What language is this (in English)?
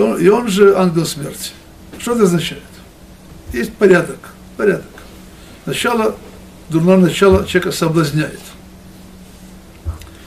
Russian